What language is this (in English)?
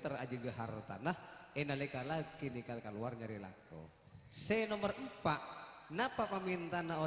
Madurese